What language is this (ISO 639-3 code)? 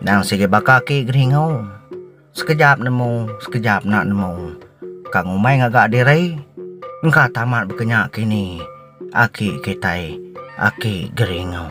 iba